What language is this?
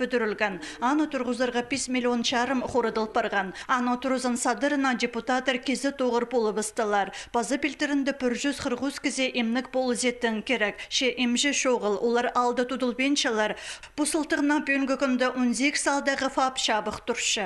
Khakas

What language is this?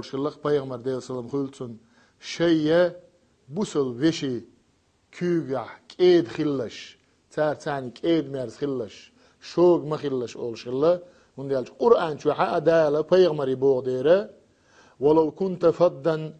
Chechen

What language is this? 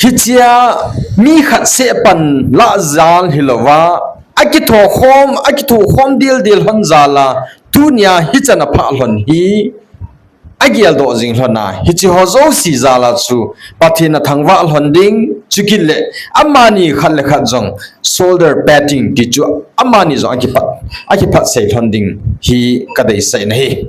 Thado Chin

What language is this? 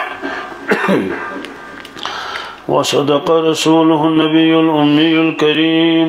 Kashmiri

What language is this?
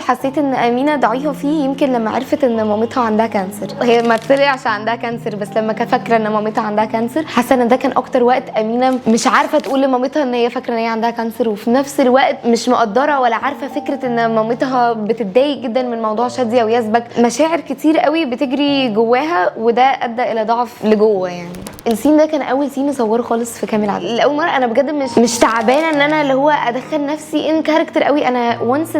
Egyptian Arabic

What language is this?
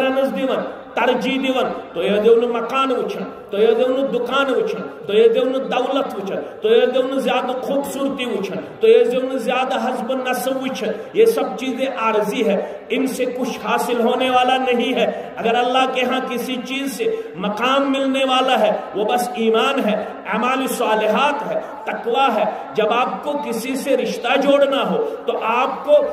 Kashmiri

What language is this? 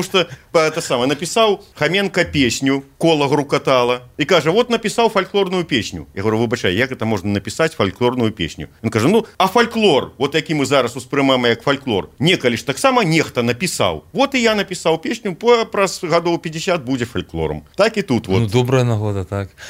Belarusian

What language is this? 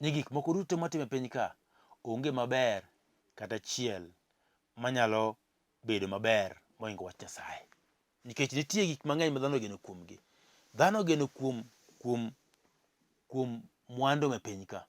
Luo (Kenya and Tanzania)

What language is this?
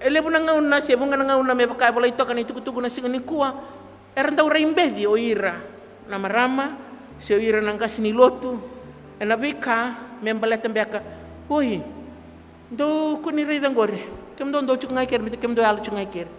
Fijian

